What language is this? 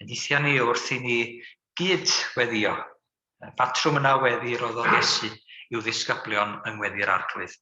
Welsh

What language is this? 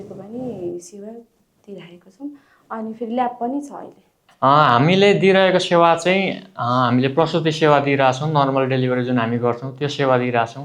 Nepali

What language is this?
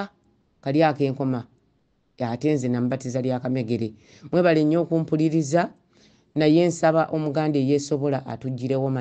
Ganda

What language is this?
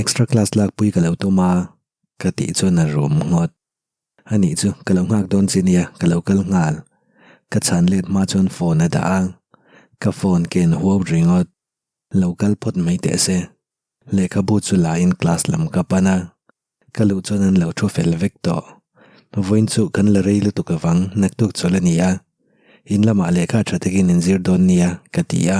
Mizo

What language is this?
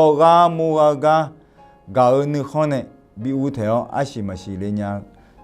Akha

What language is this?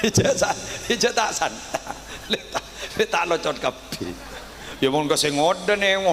Madurese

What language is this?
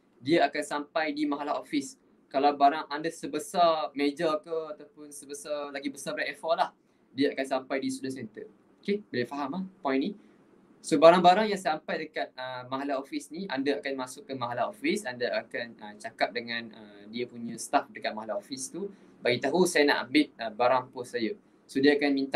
Malay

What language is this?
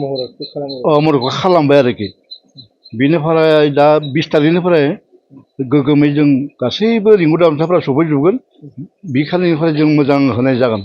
Bodo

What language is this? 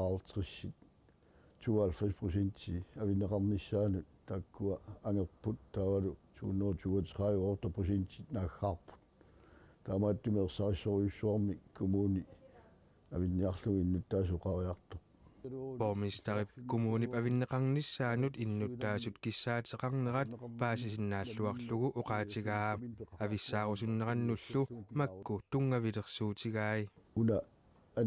Kalaallisut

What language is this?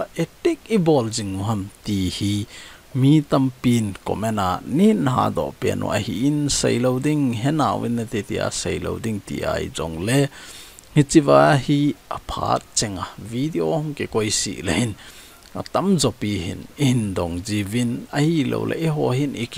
Thado Chin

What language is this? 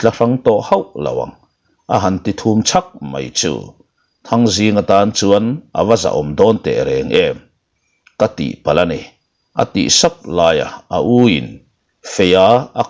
Mizo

